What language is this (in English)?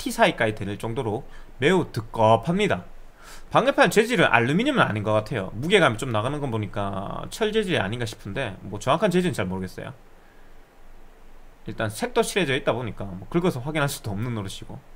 Korean